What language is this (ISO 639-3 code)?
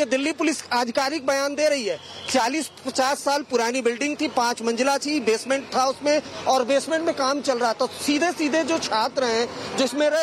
hin